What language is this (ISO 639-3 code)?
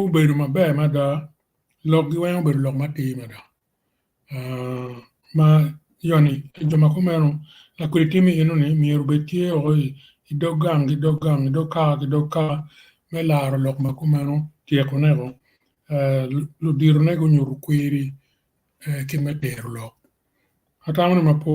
ach